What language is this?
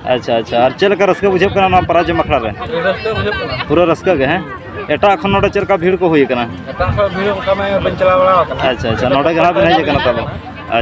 Santali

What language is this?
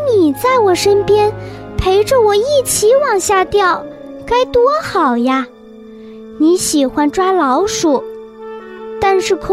Chinese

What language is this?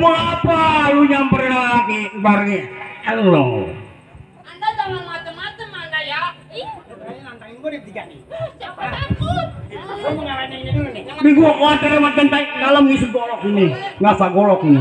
Betawi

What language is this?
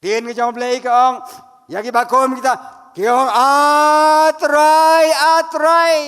Khasi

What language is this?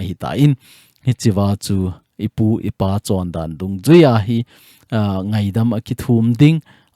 Thado Chin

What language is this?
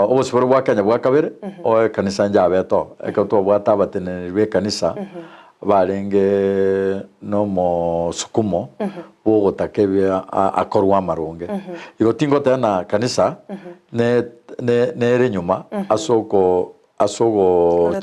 Gusii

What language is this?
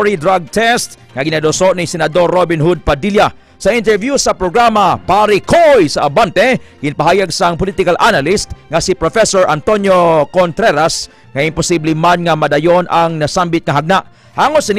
Hiligaynon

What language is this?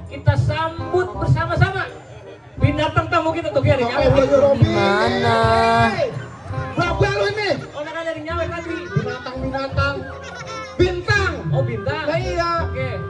Betawi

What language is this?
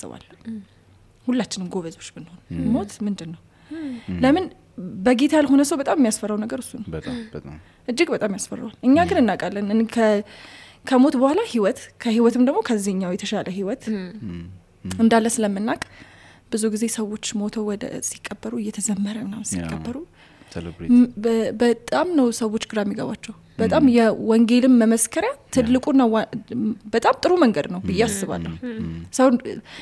Amharic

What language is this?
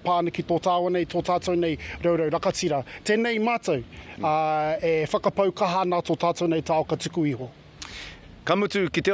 Māori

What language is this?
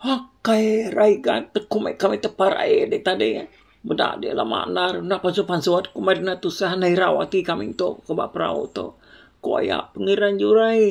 Iban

